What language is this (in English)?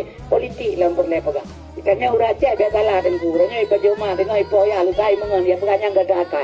Achinese